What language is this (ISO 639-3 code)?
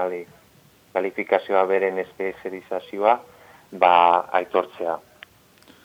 eus